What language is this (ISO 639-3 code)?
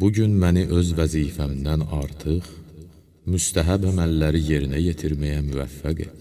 aze